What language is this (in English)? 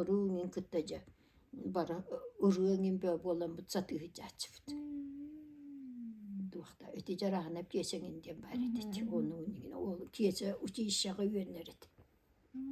Yakut